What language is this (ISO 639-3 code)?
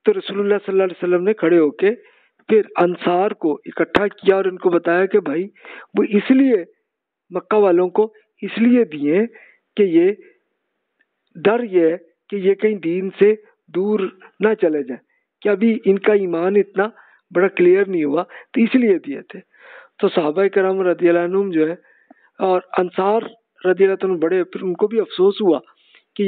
urd